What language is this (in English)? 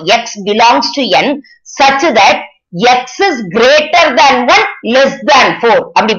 Tamil